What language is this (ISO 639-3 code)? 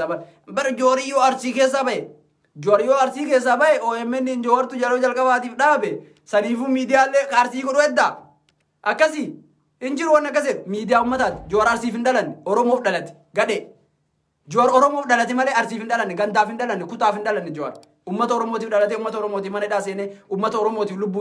orm